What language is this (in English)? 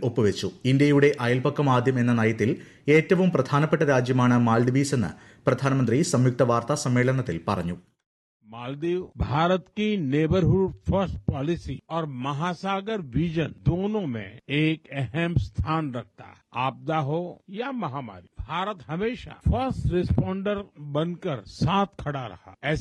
Malayalam